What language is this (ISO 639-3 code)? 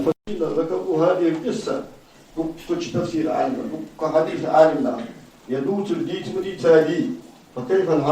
inh